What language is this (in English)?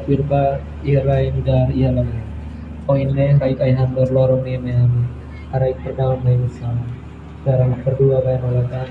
Tetum